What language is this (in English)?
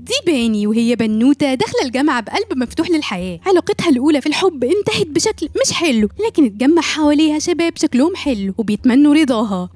Egyptian Arabic